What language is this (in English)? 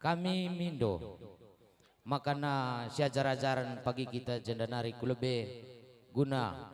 Batak Karo